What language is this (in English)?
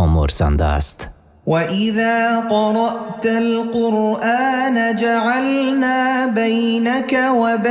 Tajik